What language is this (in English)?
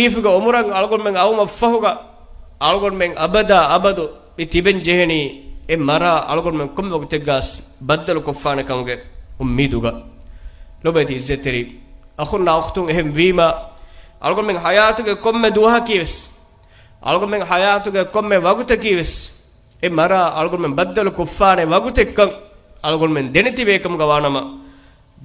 Divehi